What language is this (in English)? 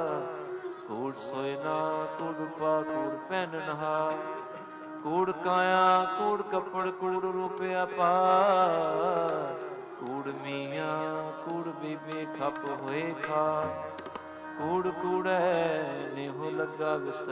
Punjabi